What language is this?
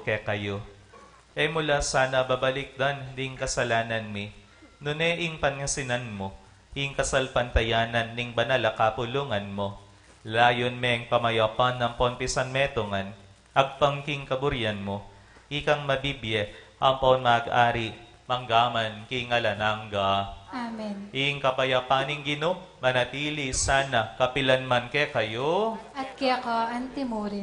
Pampanga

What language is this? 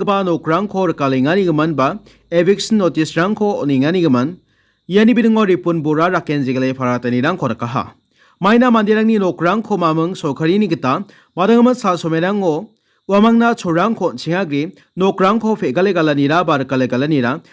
Garo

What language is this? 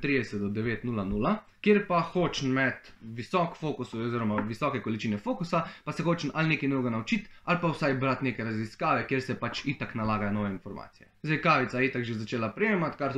Slovenian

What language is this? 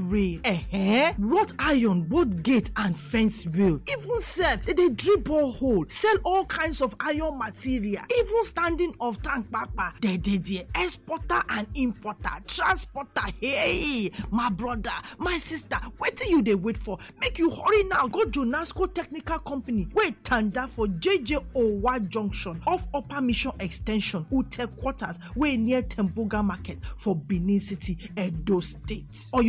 Nigerian Pidgin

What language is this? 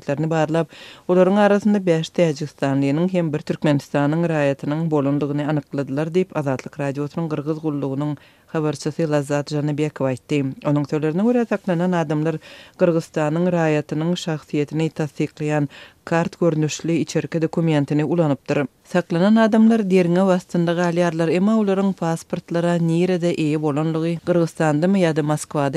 Turkmen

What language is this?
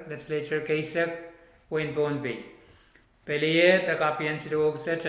Pohnpeian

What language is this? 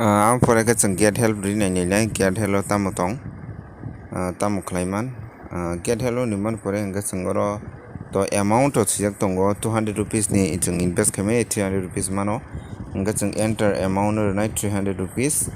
Kok Borok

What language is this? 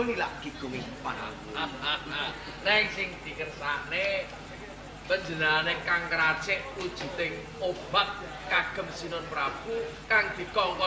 Javanese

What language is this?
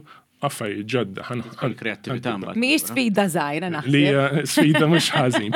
Maltese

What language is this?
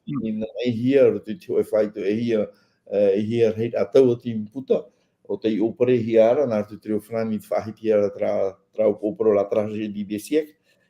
Tahitian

